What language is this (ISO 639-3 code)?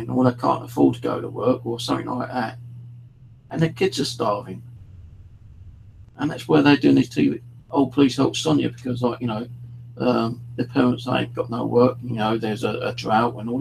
eng